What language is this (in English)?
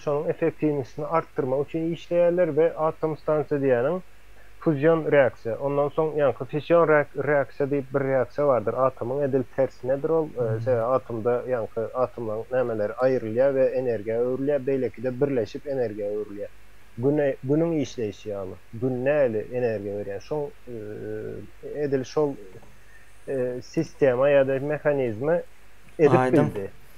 Turkmen